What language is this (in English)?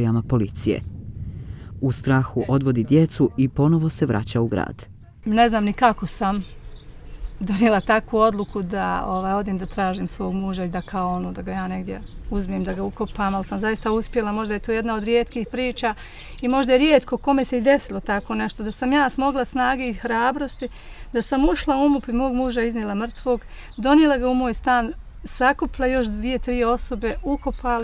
Bosnian